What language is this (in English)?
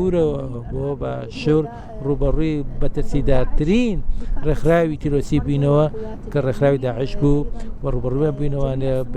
Central Kurdish